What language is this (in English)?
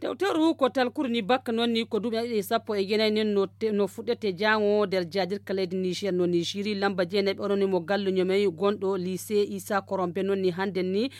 Nigerian Fulfulde